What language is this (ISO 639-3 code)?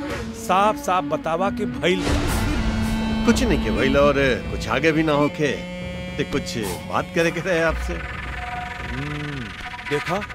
bho